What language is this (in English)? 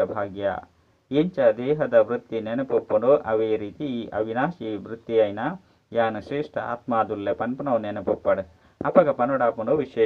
Tulu